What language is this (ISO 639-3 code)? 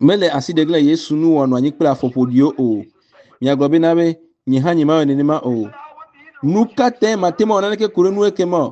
ewe